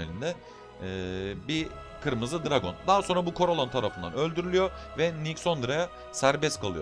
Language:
Turkish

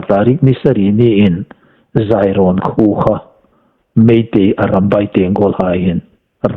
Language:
Hmar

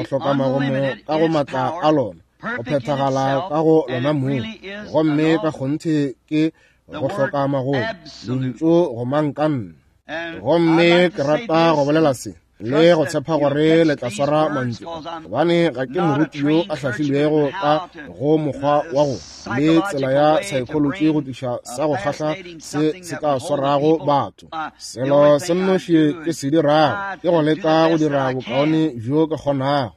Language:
Northern Sotho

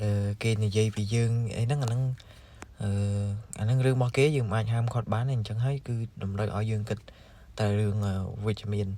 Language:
Khmer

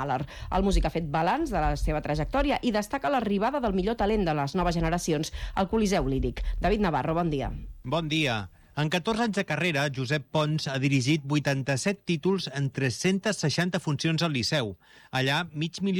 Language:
Catalan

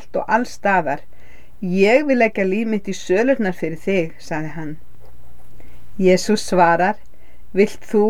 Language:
Icelandic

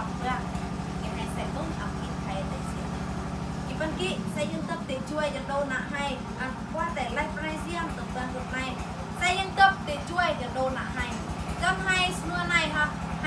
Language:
Eastern Bru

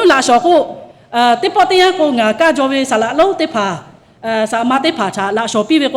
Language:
Lahu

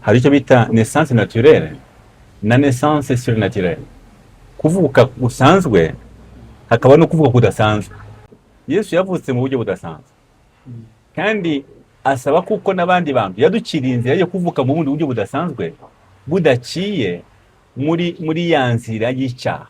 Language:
Kinyarwanda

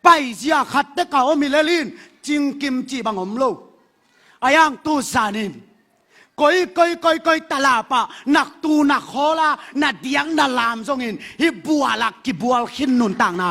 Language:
Tedim Chin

